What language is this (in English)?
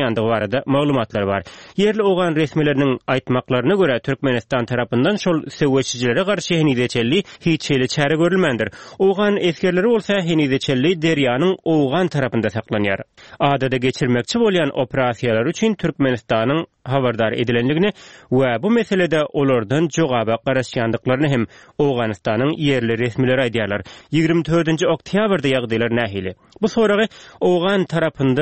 Turkmen